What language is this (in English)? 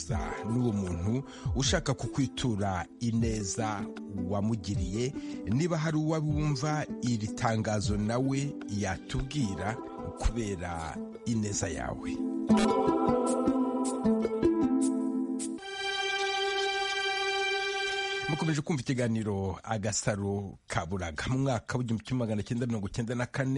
Kinyarwanda